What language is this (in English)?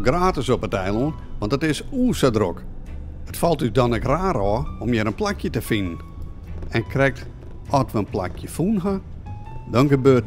Western Frisian